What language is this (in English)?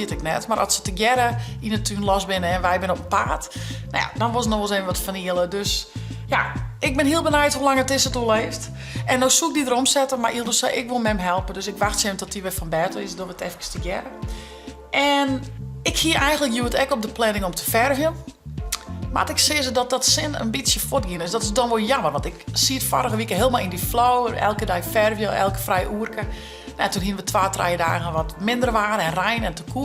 Western Frisian